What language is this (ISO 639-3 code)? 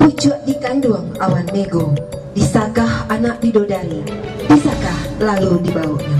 min